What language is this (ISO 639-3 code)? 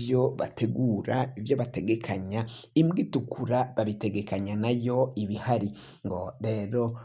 run